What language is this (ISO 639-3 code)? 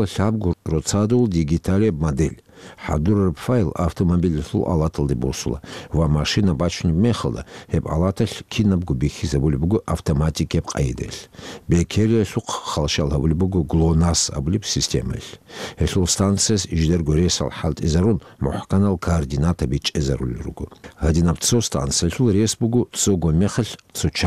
ava